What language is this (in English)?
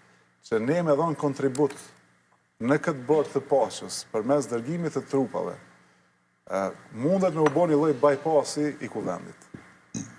Albanian